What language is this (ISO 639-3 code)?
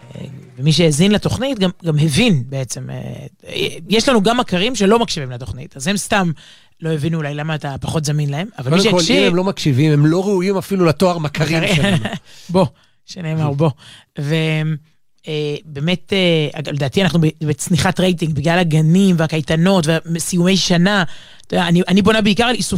heb